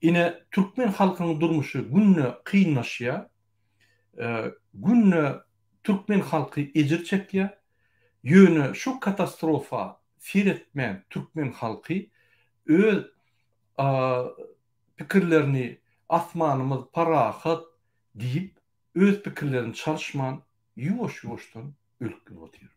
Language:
Turkmen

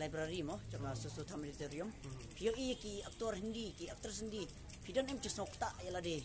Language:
Khasi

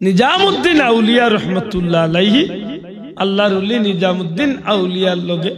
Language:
Sylheti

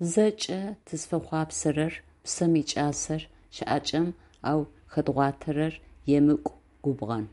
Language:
Adyghe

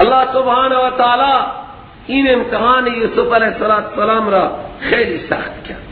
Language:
Persian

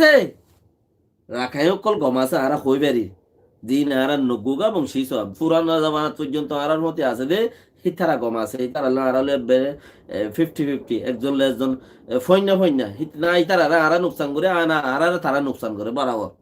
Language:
Rohingya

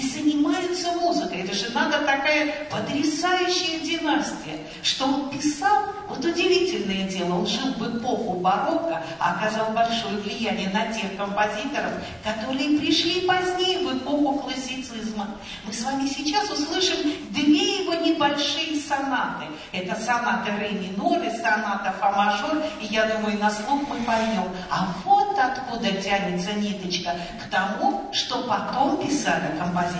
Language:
Russian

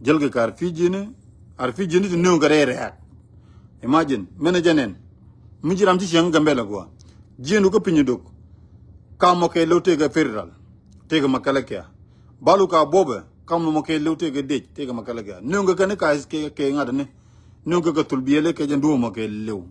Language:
Nuer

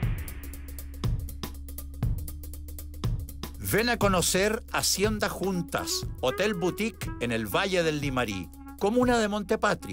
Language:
Spanish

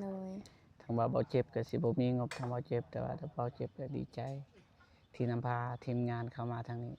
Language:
Lao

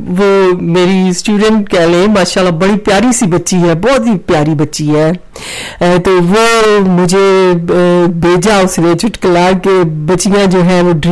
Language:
Urdu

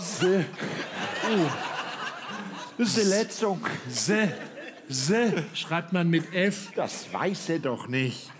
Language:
Swiss German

